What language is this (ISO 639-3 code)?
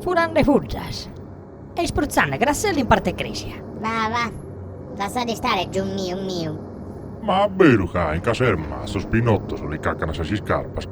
srd